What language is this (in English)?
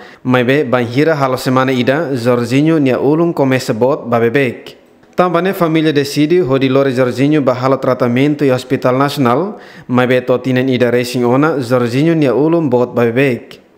Tetum